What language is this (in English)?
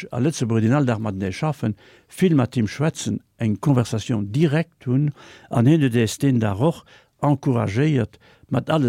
Luxembourgish